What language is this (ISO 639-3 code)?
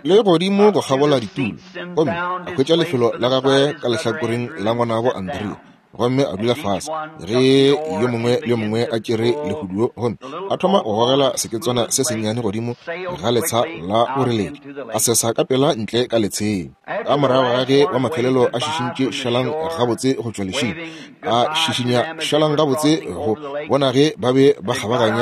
nso